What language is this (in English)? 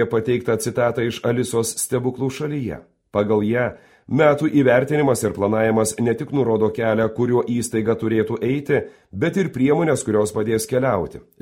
Lithuanian